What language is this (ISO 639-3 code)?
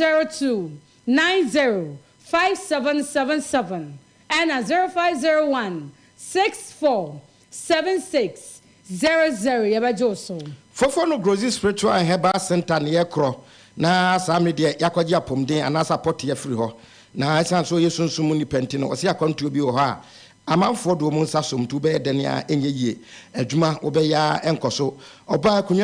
aka